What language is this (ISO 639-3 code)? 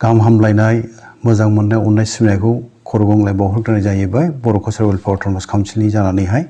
brx